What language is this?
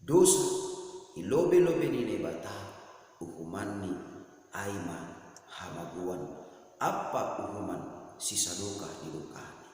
Batak Simalungun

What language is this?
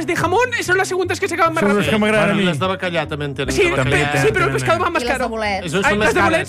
Catalan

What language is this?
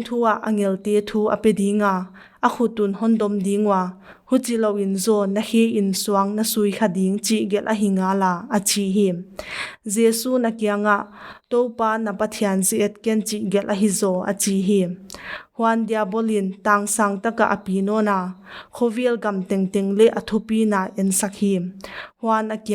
Paite Chin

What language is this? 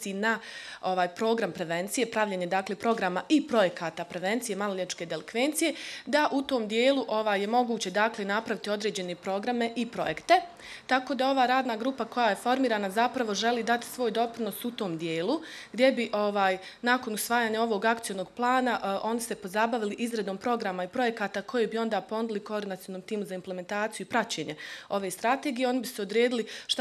Bosnian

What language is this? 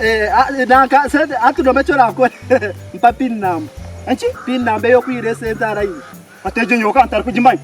Nyankole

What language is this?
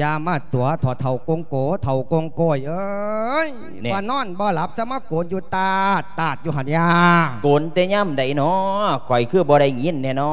Lao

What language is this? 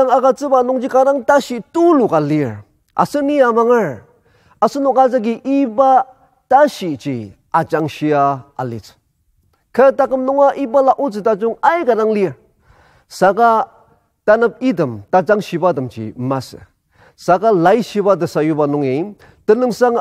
Ao Naga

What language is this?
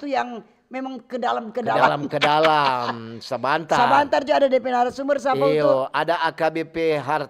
Manado Malay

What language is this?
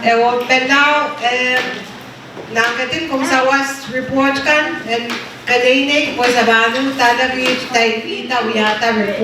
Pohnpeian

